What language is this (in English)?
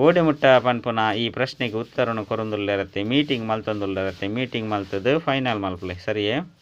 Tulu